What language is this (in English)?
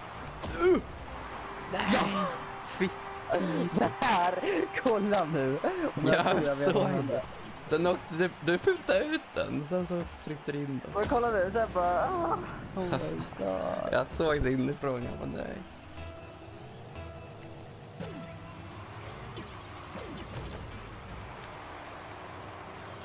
Swedish